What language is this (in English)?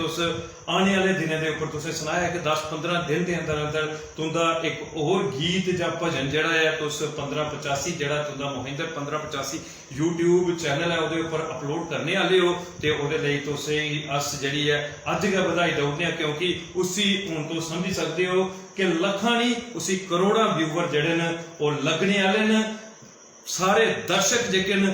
Dogri